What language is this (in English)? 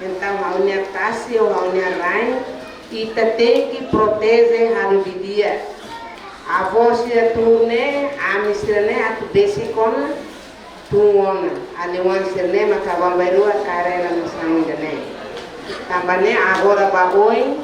Tetum